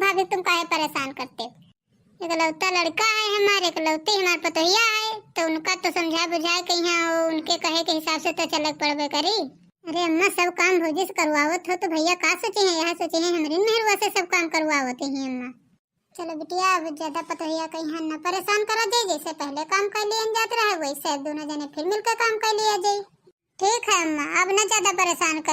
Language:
Awadhi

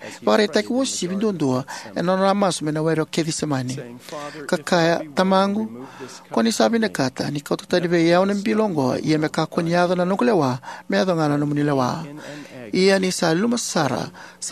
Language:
Fijian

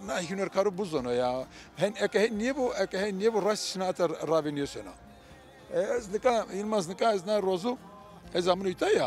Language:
Zaza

